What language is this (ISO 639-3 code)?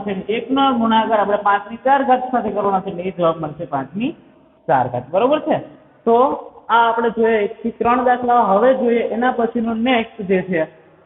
guj